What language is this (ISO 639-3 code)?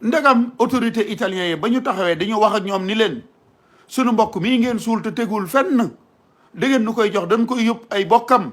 wol